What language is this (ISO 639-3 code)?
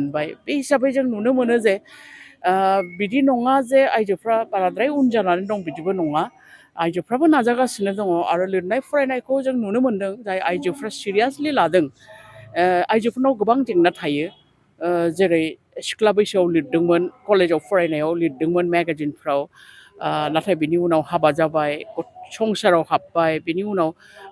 brx